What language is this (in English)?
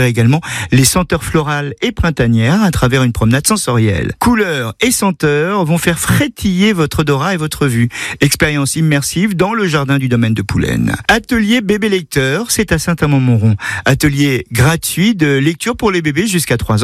French